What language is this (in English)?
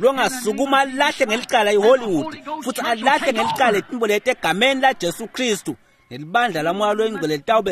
Swati